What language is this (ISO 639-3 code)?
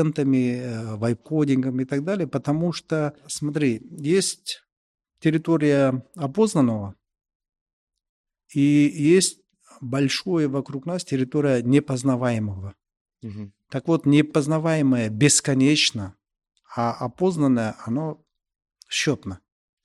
rus